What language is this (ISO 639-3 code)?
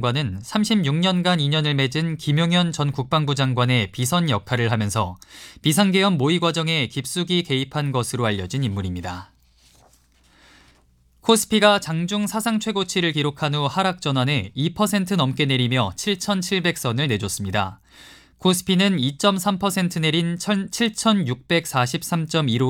kor